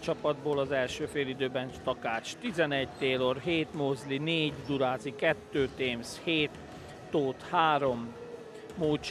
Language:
Hungarian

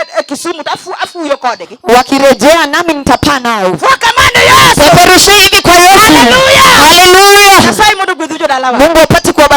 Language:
Luo (Kenya and Tanzania)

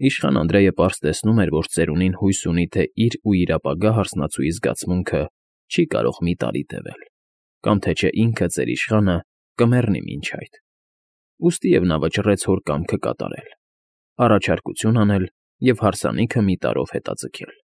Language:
Armenian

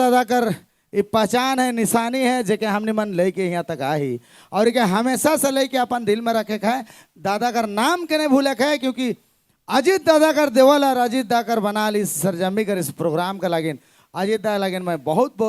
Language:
Sadri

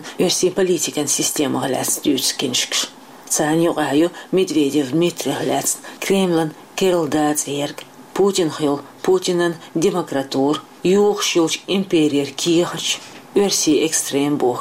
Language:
Chechen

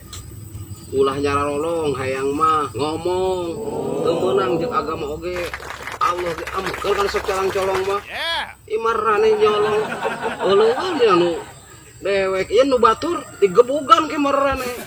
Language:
Sundanese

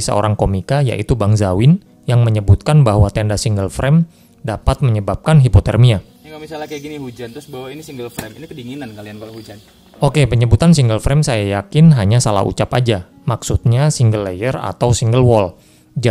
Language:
Indonesian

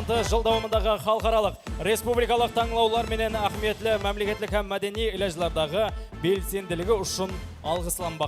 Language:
Kara-Kalpak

